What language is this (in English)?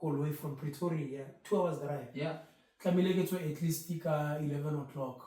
Tswana